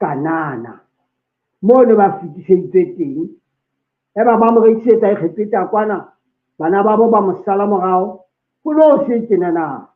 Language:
Southern Sotho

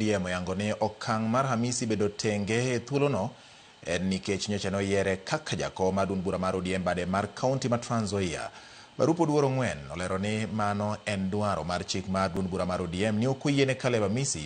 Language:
Luo (Kenya and Tanzania)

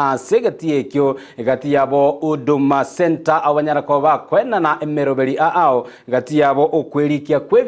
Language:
Gusii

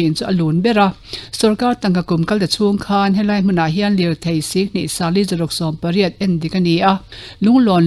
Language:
Mizo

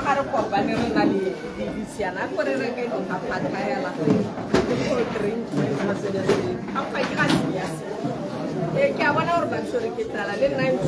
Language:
Tswana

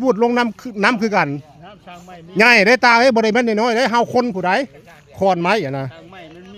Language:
Northeastern Thai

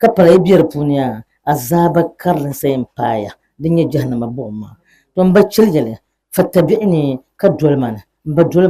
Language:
Dagbani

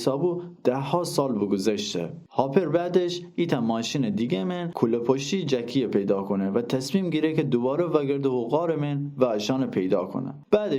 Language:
Gilaki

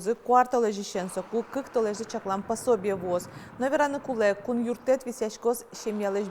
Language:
Udmurt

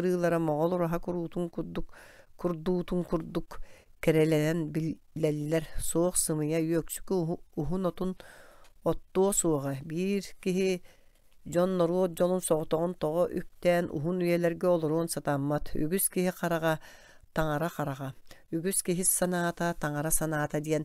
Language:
Yakut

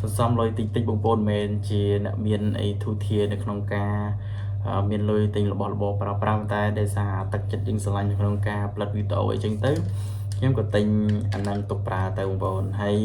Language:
Khmer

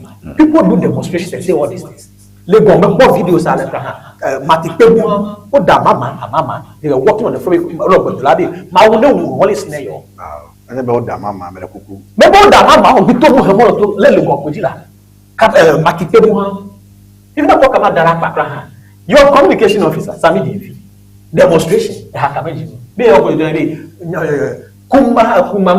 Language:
Ewe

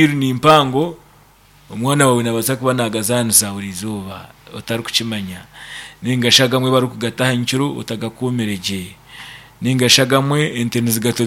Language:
Nyankole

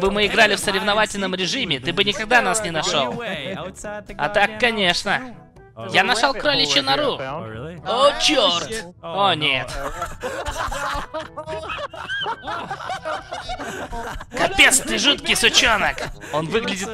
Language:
Russian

